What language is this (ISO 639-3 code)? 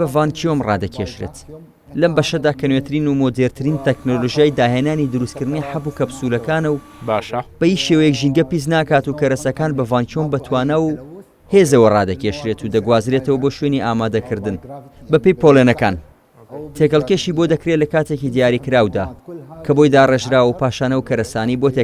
ckb